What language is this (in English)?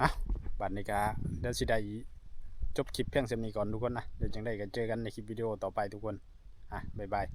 Northeastern Thai